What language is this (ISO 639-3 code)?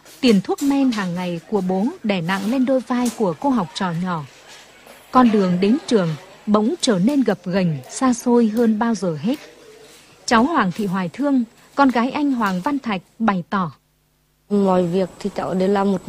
vie